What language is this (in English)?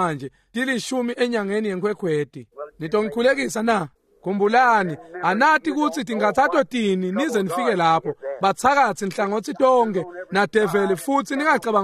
Swati